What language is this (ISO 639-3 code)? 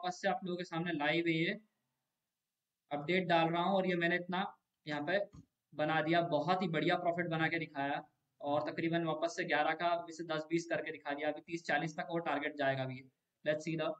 hin